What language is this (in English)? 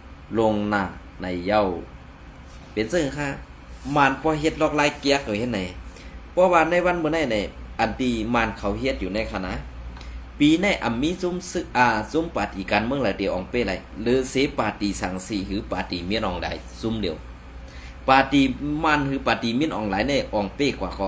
Shan